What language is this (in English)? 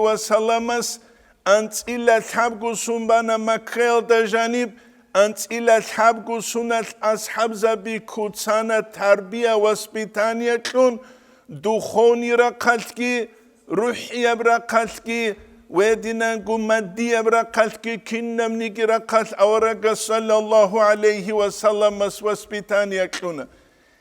Avaric